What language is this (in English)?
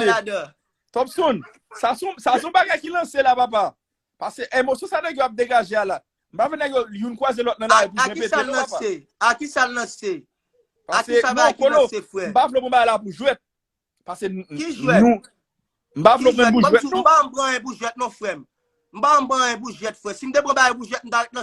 Haitian Creole